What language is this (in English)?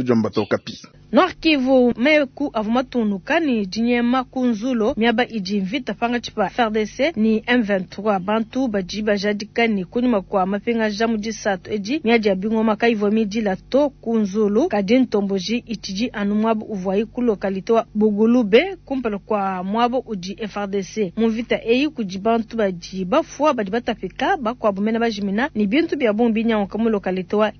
Luba-Lulua